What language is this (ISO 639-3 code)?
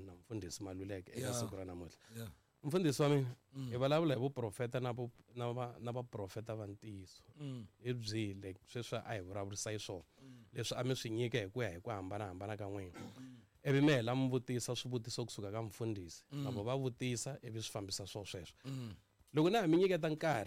tso